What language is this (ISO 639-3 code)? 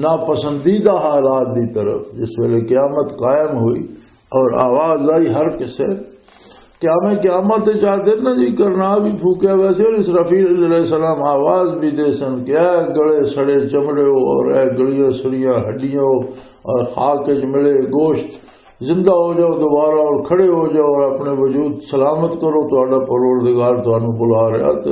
lah